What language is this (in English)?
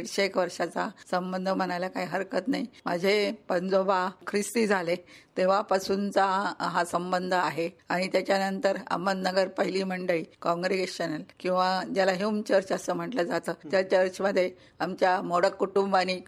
Marathi